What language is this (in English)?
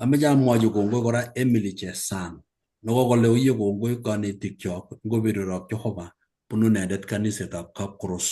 Kalenjin